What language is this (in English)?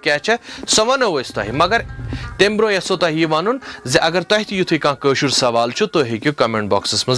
Kashmiri